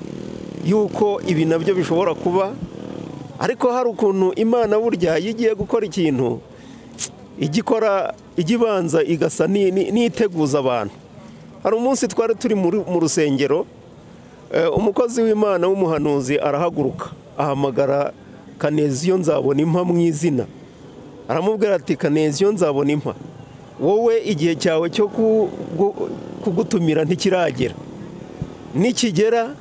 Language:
Kinyarwanda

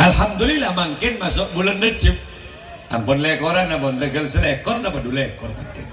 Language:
Madurese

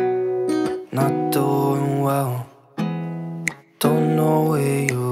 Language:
Filipino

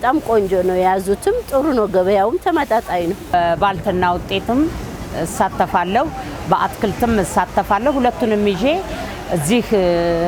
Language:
Amharic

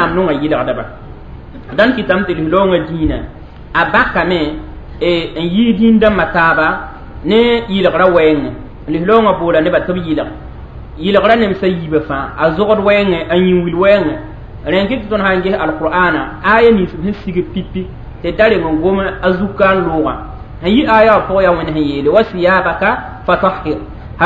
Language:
Mossi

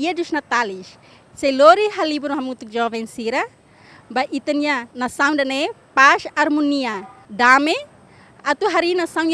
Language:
Tetum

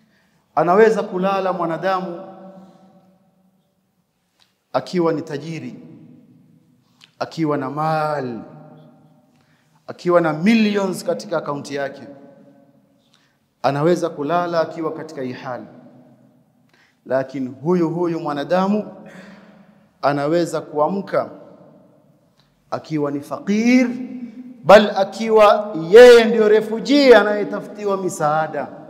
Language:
Swahili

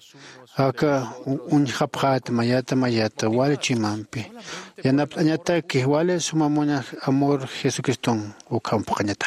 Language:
Aymara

